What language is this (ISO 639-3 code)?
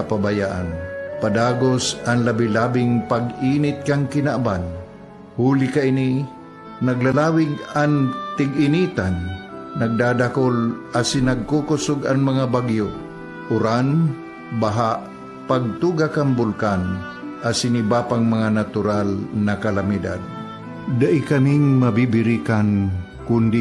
bik